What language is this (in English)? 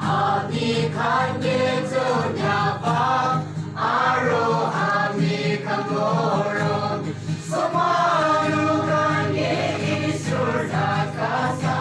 Naga Pidgin